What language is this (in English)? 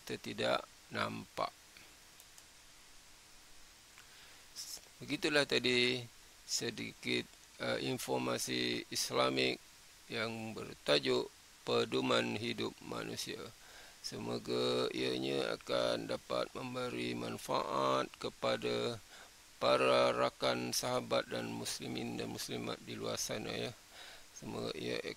Malay